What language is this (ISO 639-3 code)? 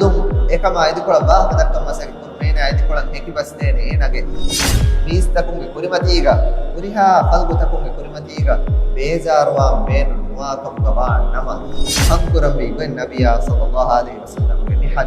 div